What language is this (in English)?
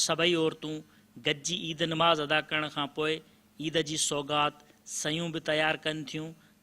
Sindhi